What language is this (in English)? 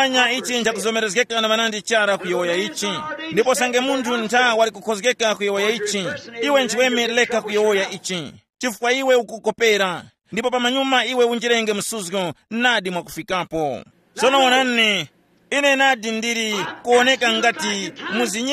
Tumbuka